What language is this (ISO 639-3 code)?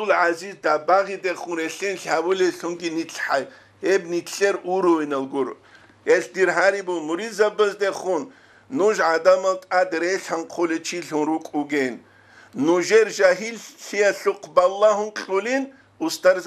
ava